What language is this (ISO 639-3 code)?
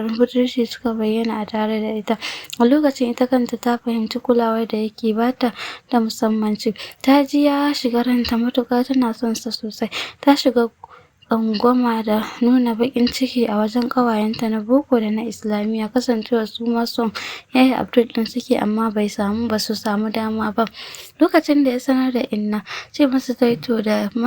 hau